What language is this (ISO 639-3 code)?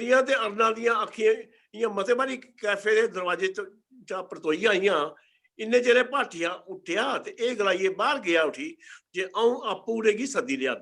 doi